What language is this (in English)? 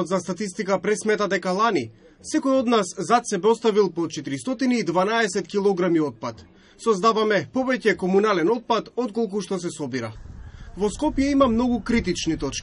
Macedonian